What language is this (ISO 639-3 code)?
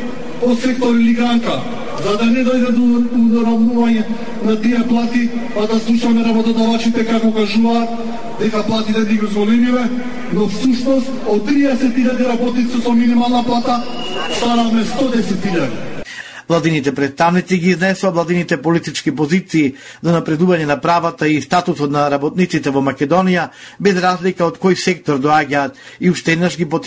mkd